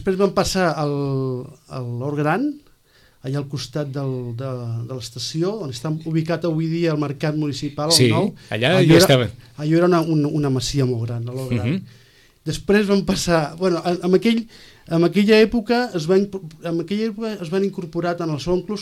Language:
Catalan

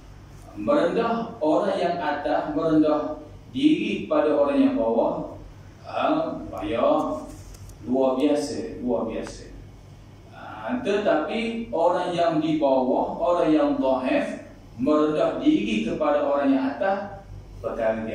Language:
Malay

